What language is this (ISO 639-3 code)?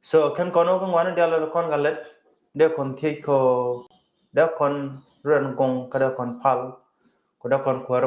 nus